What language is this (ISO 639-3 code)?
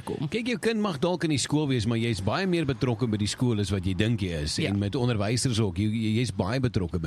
afr